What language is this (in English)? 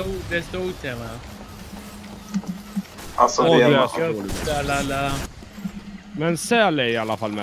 Swedish